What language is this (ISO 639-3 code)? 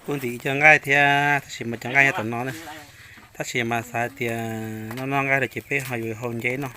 hmn